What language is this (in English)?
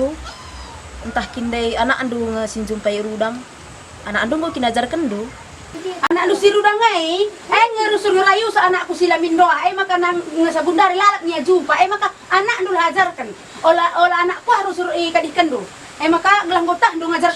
Batak Karo